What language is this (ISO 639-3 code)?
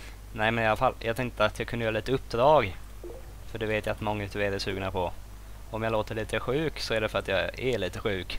swe